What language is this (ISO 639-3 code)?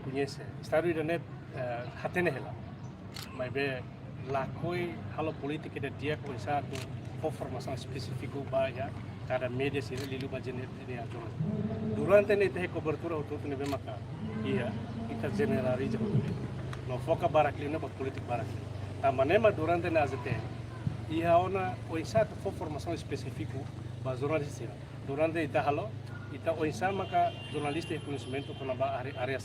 tet